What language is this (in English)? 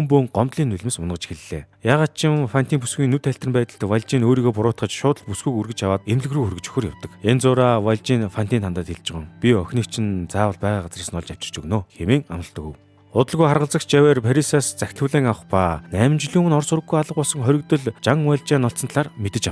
Mongolian